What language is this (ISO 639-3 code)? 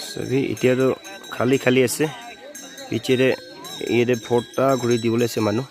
nag